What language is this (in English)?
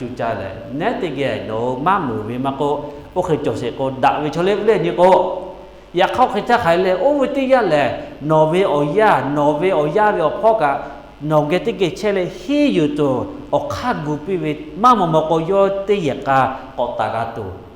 Lahu